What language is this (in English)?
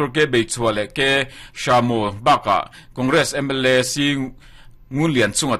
Mizo